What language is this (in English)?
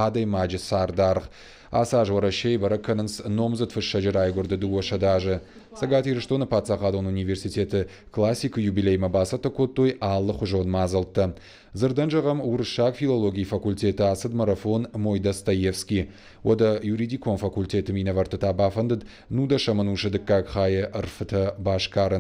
Ossetic